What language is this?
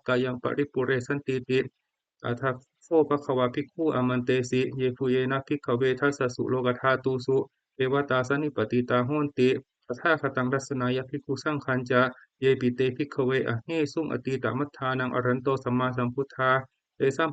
Pali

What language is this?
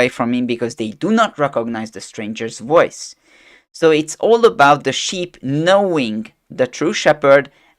English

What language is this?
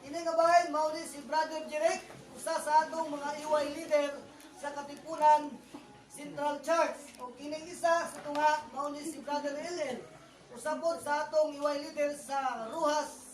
Cebuano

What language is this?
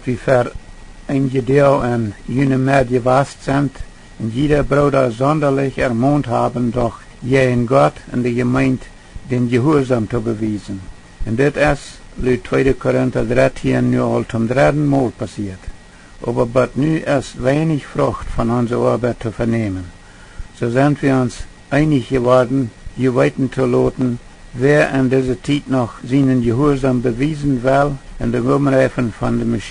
Plautdietsch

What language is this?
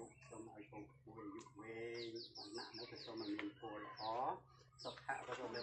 Khmer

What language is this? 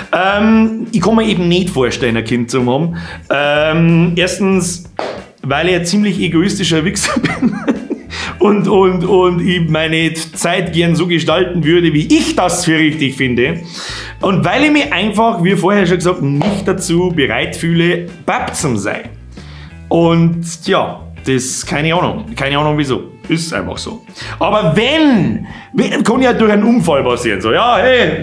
Bavarian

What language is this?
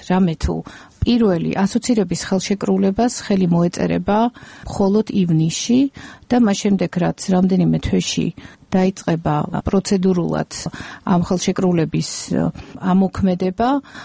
Georgian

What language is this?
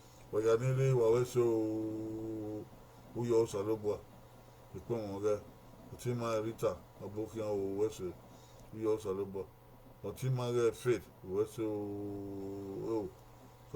Bini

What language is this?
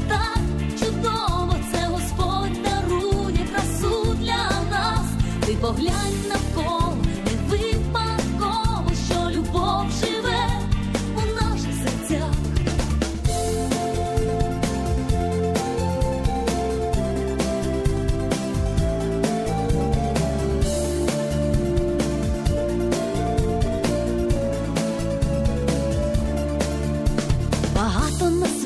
Ukrainian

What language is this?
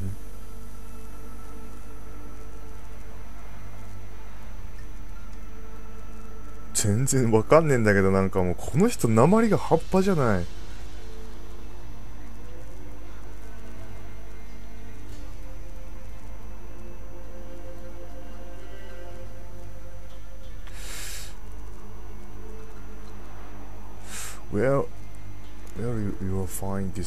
Japanese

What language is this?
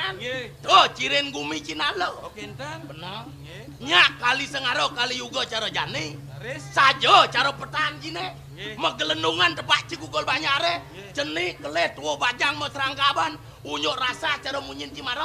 Balinese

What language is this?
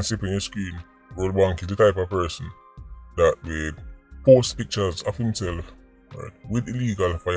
Jamaican Creole English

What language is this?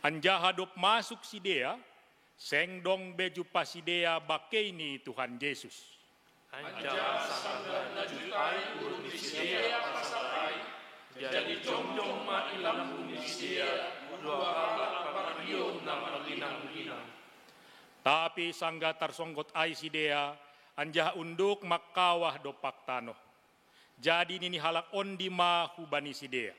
Batak Simalungun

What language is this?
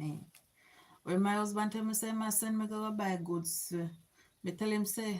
Jamaican Creole English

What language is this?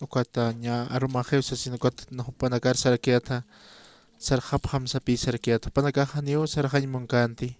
Aymara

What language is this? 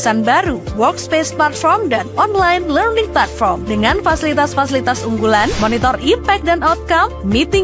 Manado Malay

